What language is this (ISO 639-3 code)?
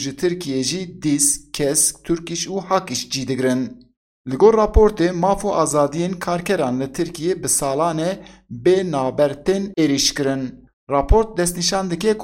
kur